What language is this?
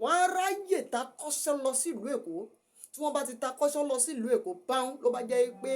Yoruba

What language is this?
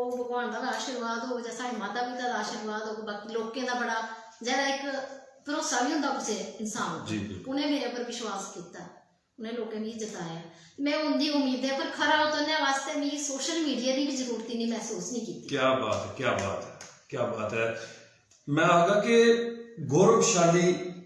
Dogri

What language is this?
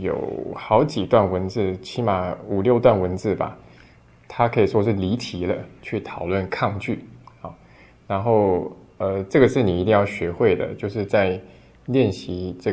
Chinese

